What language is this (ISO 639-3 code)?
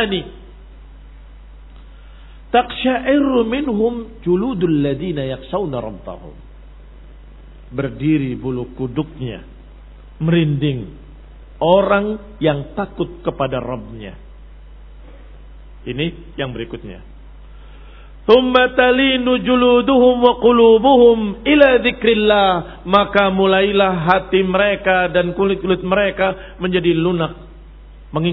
ind